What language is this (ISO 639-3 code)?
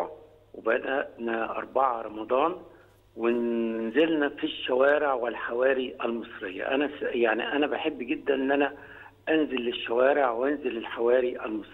arz